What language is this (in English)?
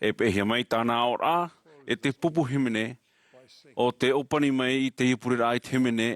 Tahitian